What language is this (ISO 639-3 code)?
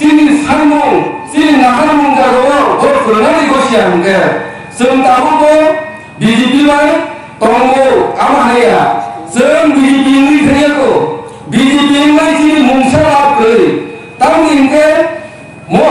trp